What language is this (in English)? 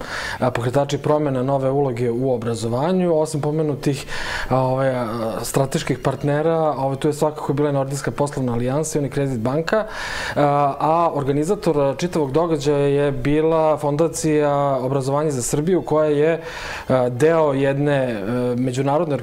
Serbian